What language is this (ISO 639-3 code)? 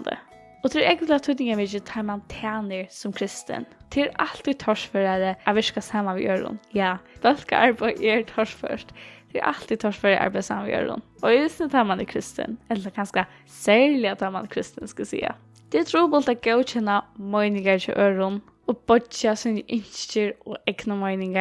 fao